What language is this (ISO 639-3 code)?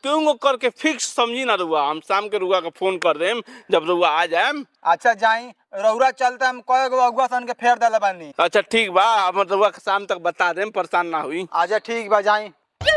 bho